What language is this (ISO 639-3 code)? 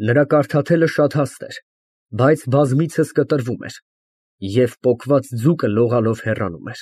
hye